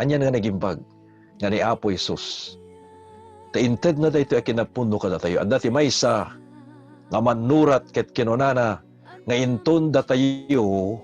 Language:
Iloko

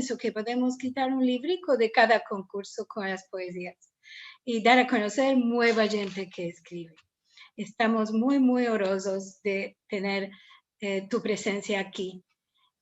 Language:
Ladino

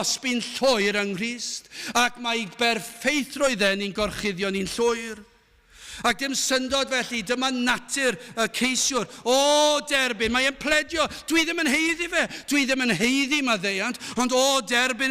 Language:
Welsh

